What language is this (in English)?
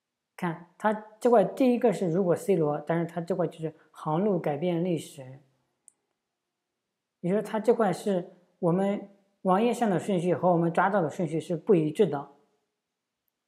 Chinese